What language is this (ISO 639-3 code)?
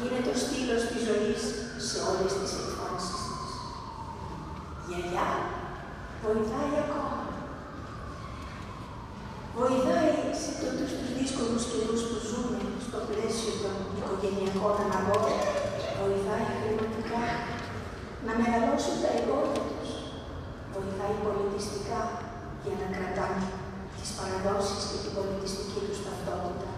ell